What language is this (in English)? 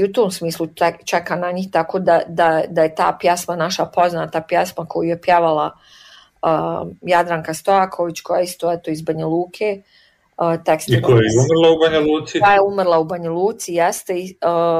Bosnian